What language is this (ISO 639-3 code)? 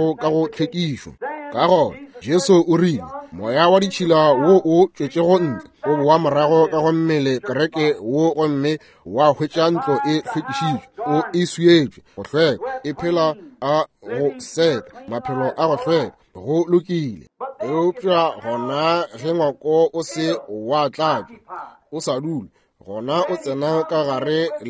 nso